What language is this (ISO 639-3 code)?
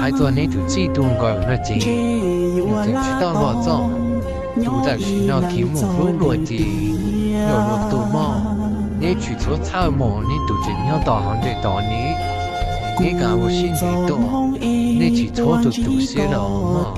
hmn